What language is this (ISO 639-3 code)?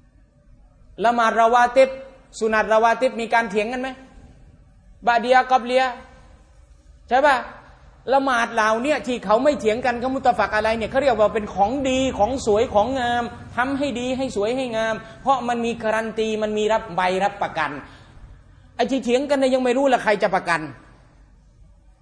tha